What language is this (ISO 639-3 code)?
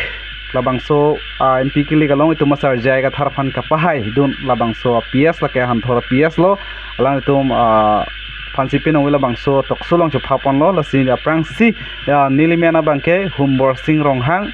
mjw